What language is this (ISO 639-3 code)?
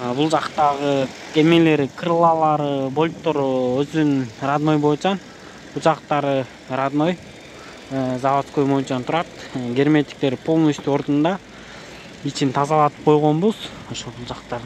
kir